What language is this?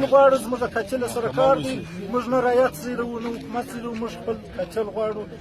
Pashto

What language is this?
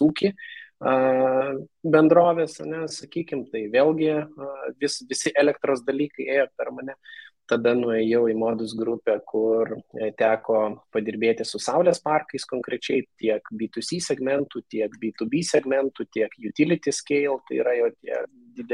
Lithuanian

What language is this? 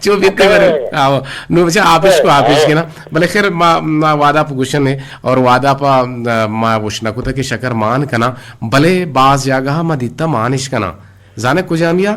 Eastern Balochi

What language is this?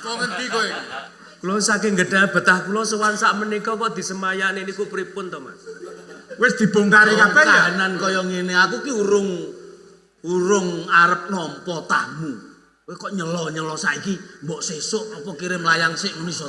Javanese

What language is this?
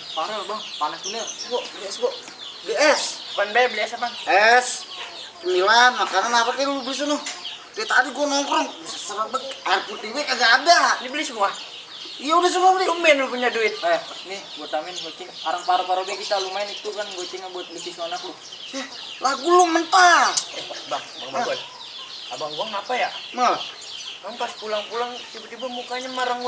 Betawi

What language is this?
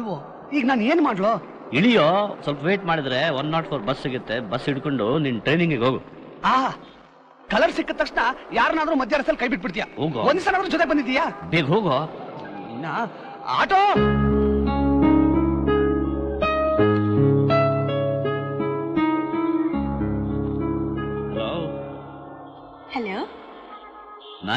Kannada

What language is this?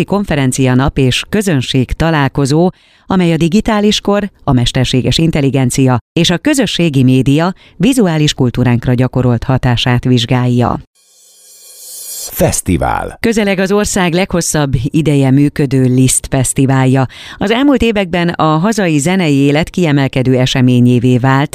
Hungarian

